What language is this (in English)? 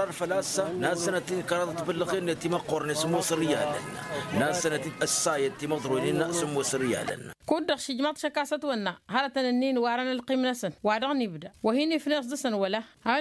Tamasheq